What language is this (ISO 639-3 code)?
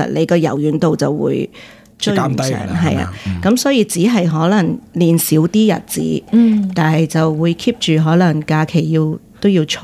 yue